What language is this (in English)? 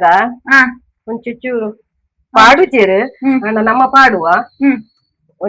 Tulu